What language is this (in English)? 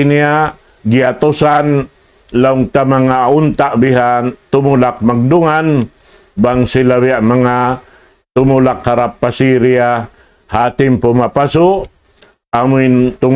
Tausug